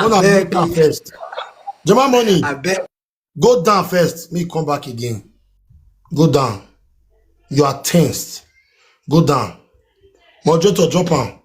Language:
Nigerian Pidgin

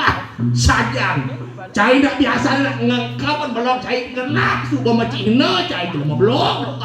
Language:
Balinese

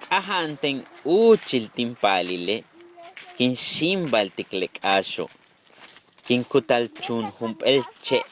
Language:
Yucateco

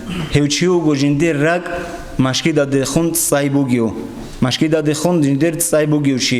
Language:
Avaric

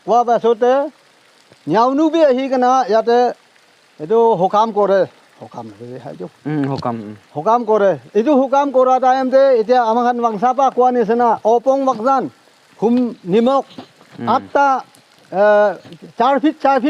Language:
Naga Pidgin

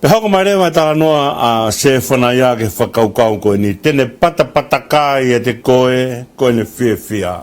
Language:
Tongan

